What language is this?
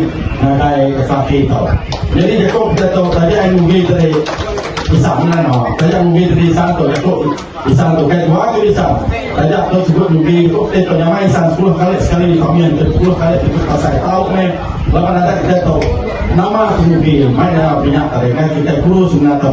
Iban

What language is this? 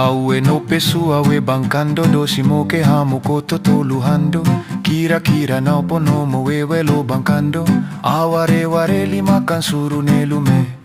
Muna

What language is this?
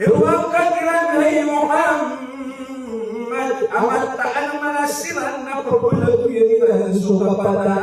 Maranao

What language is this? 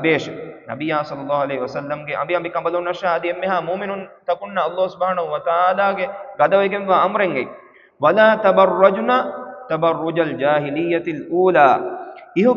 Divehi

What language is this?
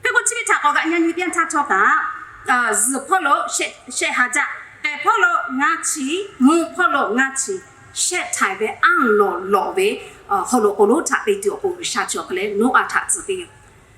Lahu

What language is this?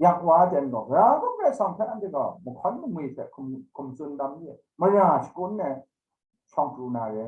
Kachin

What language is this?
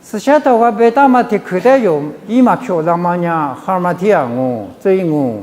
Lisu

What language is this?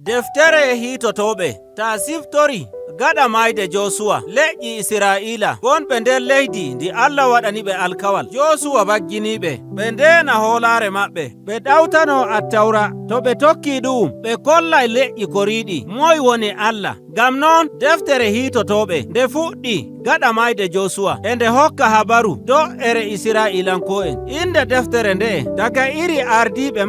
Nigerian Fulfulde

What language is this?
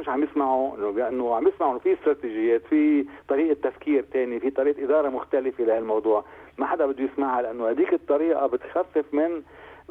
North Levantine Arabic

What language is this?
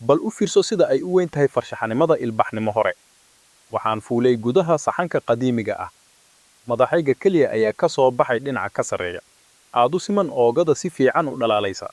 Somali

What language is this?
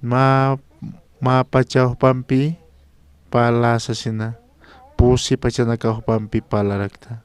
Aymara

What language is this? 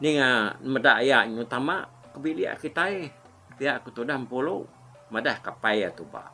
Iban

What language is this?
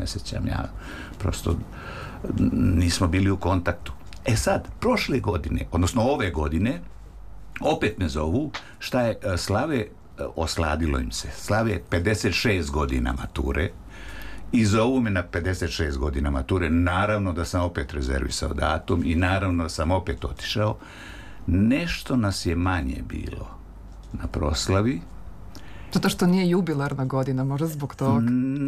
Serbian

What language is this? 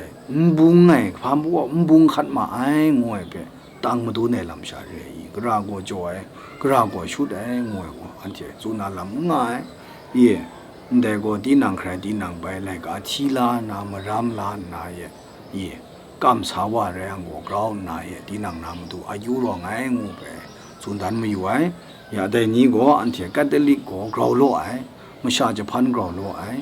Kachin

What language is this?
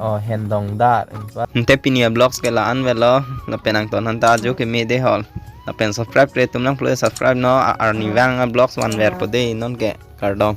Karbi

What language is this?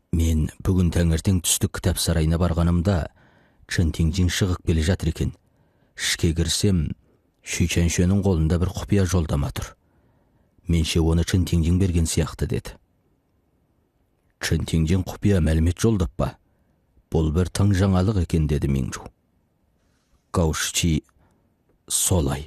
Kazakh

